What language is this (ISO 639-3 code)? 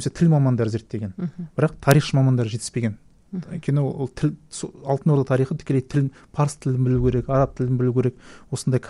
kaz